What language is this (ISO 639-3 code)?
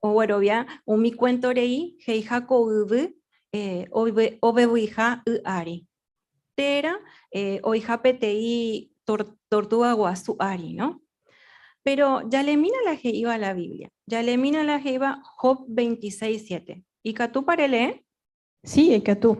grn